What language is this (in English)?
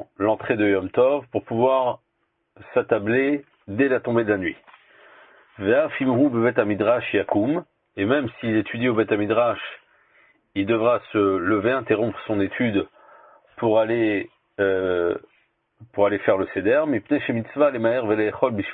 French